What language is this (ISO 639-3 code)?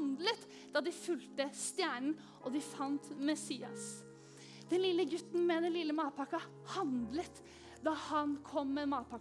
nor